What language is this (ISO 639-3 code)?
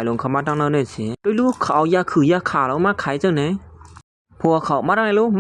shn